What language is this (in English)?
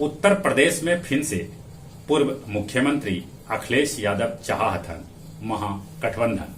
Magahi